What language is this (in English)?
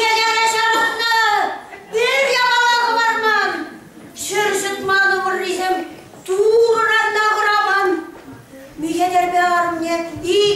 Chuvash